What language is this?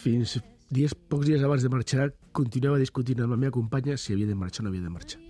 Catalan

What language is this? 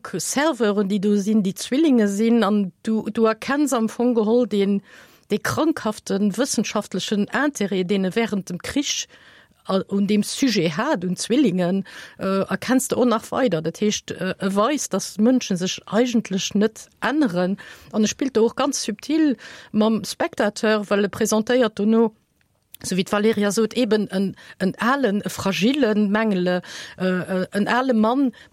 Luxembourgish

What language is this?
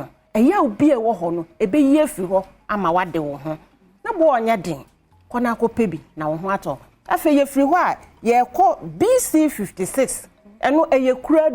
Akan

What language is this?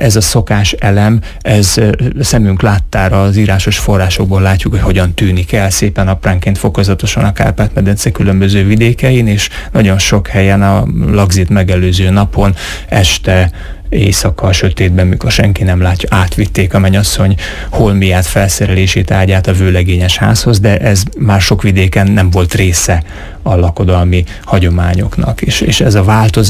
Hungarian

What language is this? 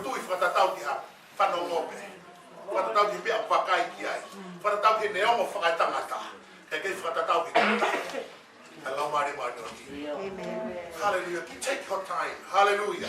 Tongan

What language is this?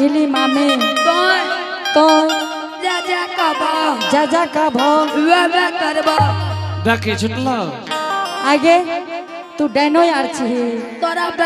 Angika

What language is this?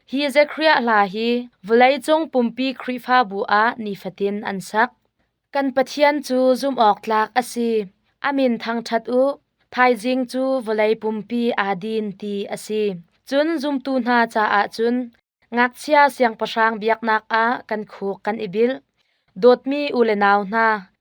Hakha Chin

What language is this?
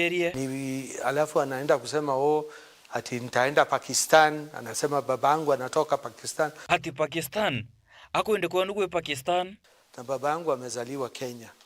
Meru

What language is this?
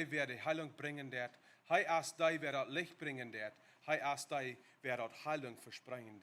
Plautdietsch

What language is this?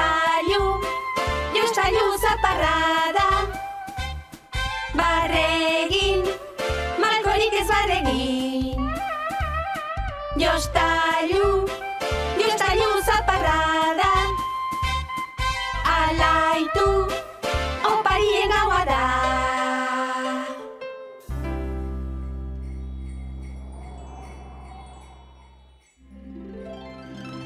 Basque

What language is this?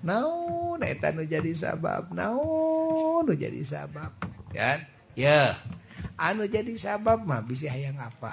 Sundanese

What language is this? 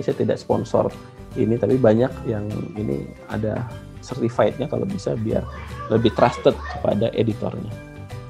Indonesian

